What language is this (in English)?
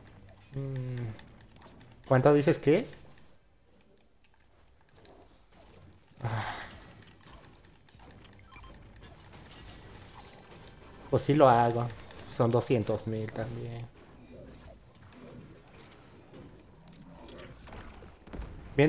Spanish